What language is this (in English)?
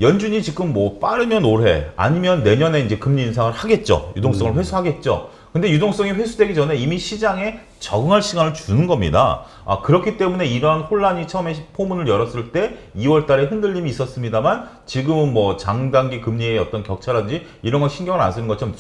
Korean